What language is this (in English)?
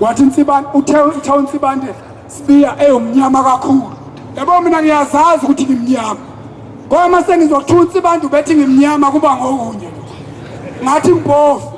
Zulu